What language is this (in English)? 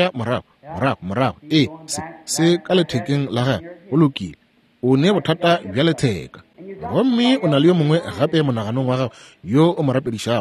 Northern Sotho